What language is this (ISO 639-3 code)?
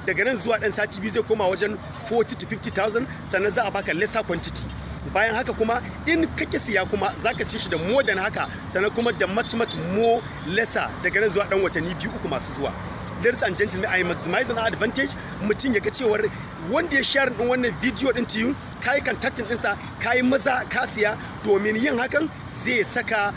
hau